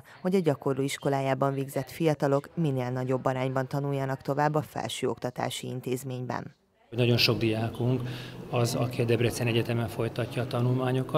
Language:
Hungarian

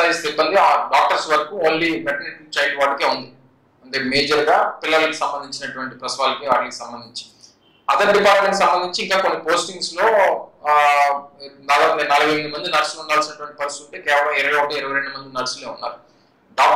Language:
Telugu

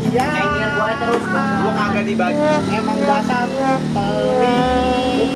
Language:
Betawi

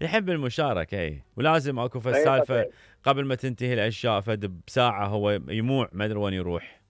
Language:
Mesopotamian Arabic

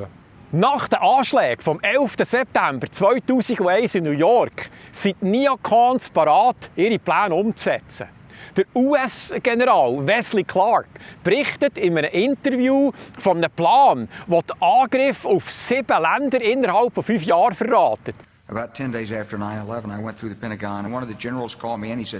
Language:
Swiss German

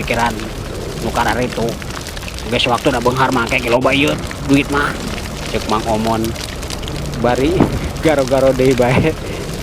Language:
Sundanese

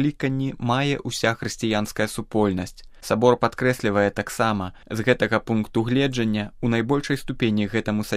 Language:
Belarusian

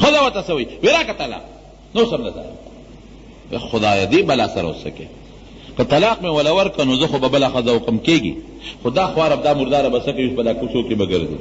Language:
Pashto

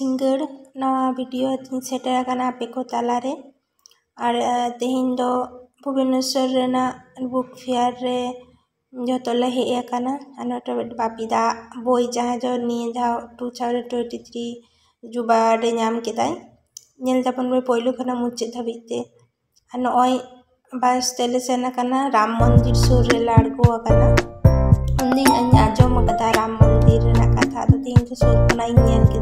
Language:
Santali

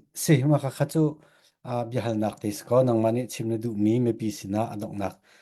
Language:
Falam Chin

